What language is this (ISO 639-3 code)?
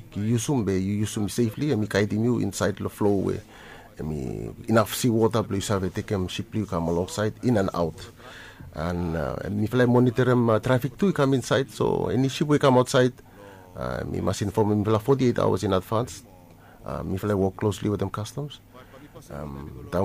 bis